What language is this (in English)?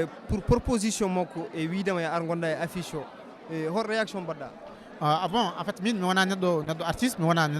Fula